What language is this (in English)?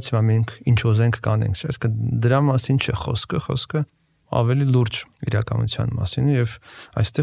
Armenian